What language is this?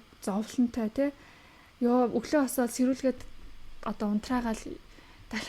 Mongolian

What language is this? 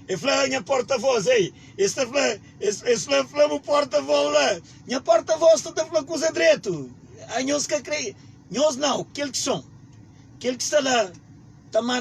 Kabuverdianu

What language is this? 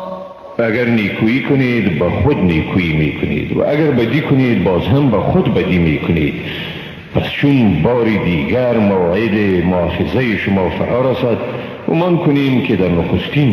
Persian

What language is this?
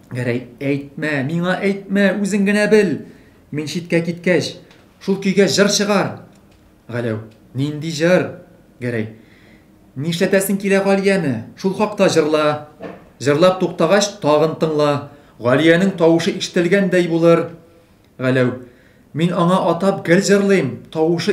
Tatar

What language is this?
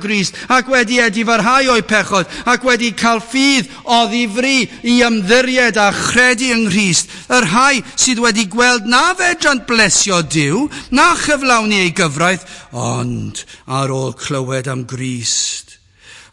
Welsh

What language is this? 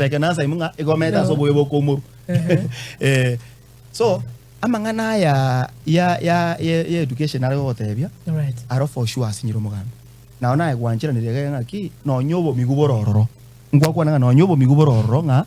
Gusii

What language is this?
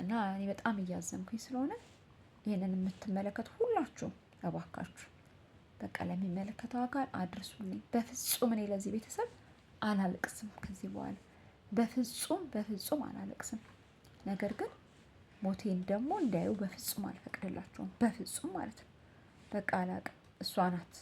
Amharic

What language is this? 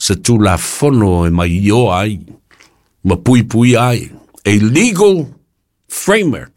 Samoan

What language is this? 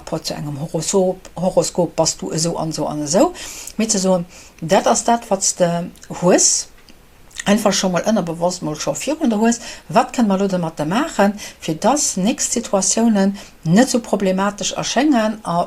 Luxembourgish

